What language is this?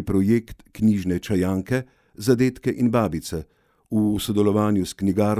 Slovenian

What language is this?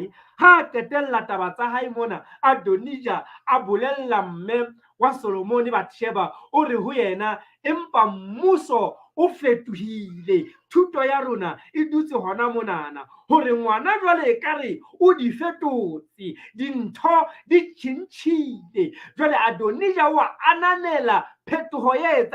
Southern Sotho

